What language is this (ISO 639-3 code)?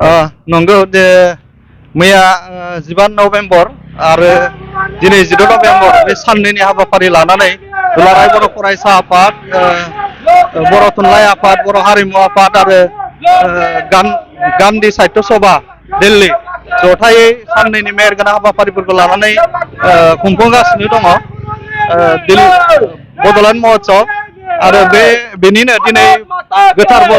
brx